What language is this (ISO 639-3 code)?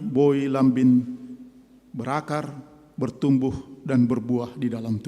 bts